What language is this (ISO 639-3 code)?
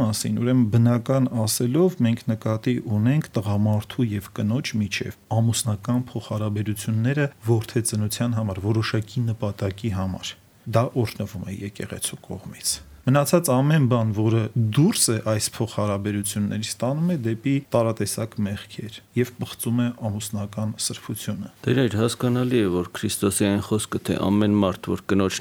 hye